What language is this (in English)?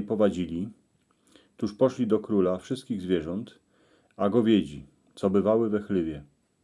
Silesian